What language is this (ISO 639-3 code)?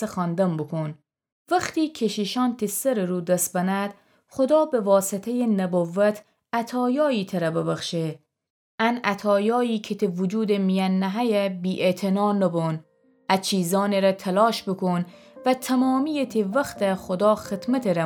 glk